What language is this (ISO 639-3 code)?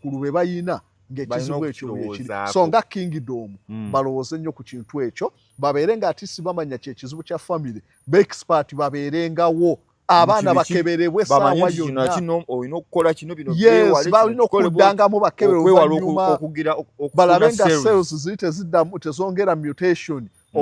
lug